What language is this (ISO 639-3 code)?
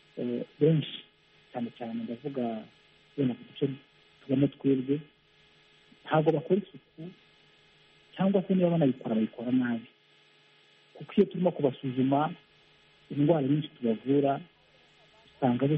kin